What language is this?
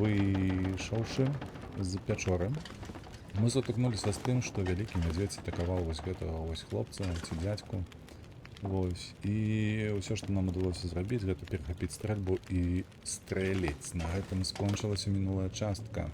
Belarusian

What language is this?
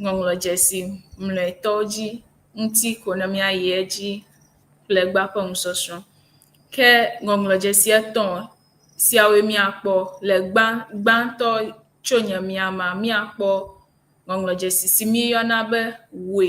Ewe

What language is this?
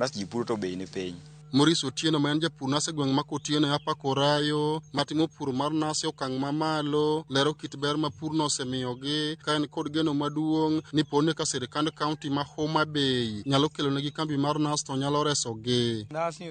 Luo (Kenya and Tanzania)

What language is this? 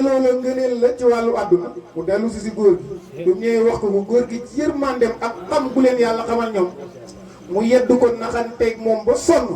Wolof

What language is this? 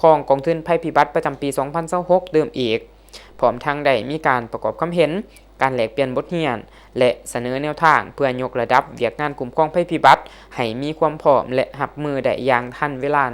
Lao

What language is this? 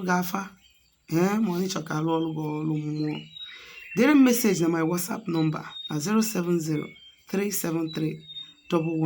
Igbo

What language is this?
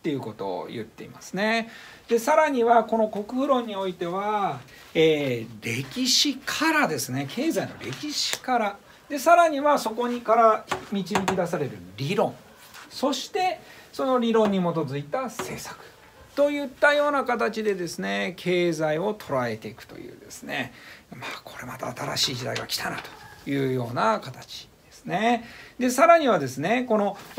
Japanese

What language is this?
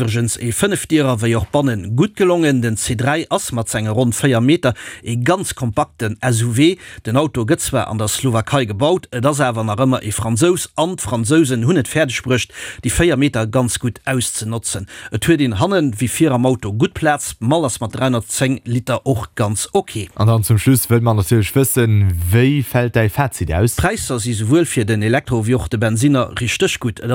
Luxembourgish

